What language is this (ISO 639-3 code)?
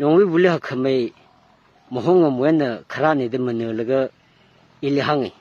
nmf